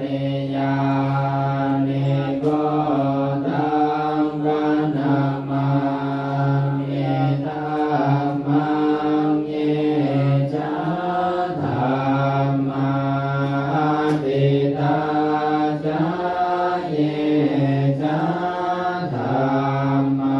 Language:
Pali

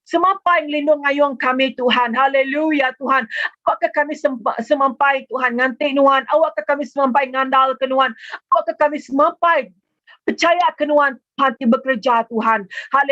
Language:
Iban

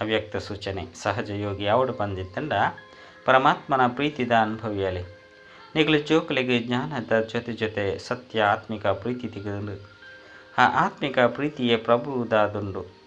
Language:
Tulu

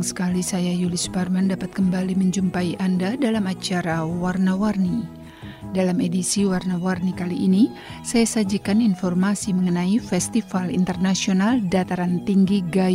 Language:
Indonesian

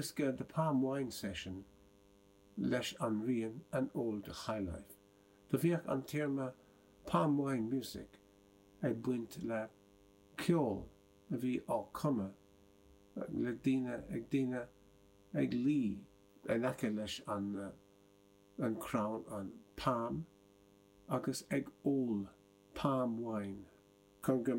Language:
Irish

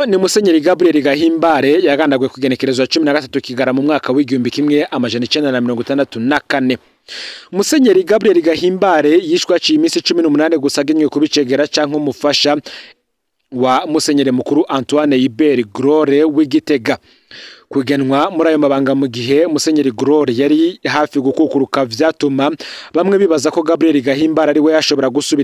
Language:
Rundi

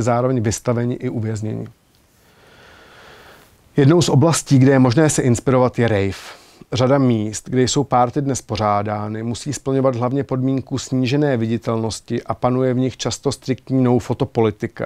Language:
Czech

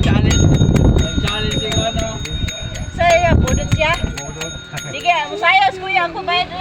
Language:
Cebuano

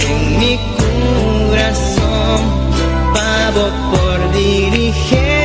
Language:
Papiamento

